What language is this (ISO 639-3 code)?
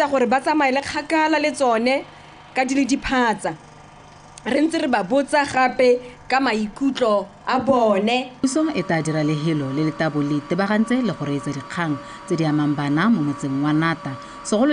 tsn